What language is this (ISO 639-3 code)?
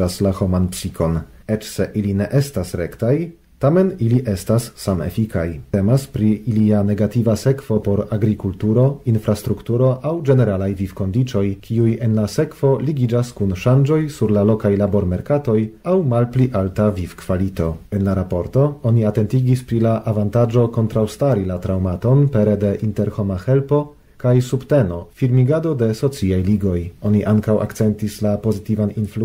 epo